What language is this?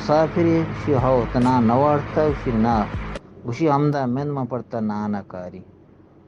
Eastern Balochi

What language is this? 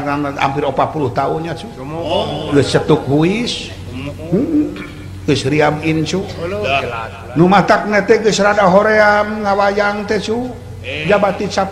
Sundanese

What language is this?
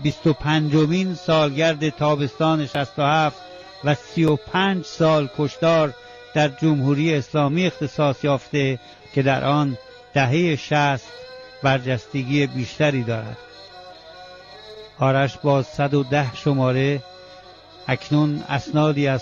Persian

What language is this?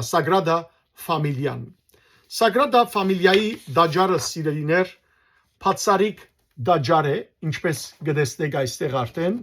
Western Armenian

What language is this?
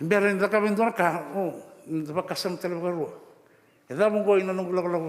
Fijian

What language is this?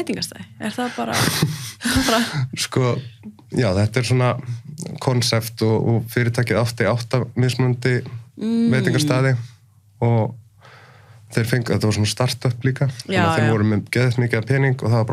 Icelandic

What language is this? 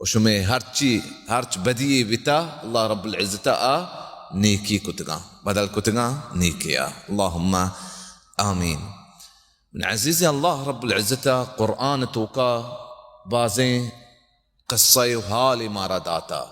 Baluchi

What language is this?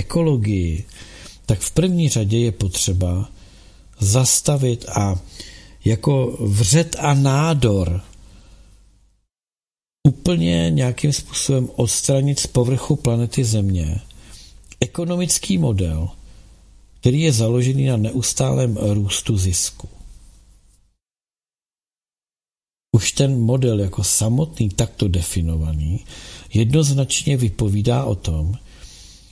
Czech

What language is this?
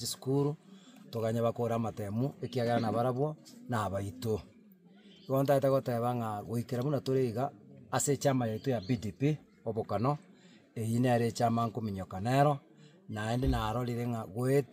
Gusii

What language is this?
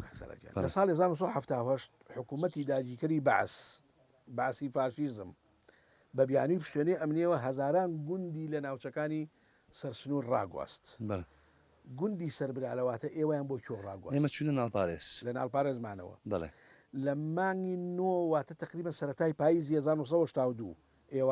Central Kurdish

